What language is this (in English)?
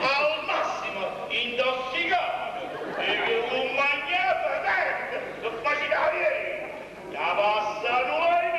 Neapolitan